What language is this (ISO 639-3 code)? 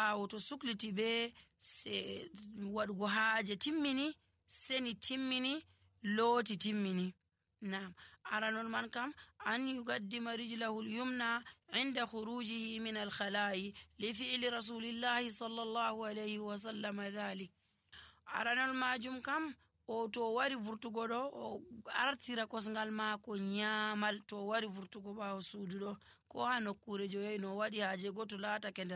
fuv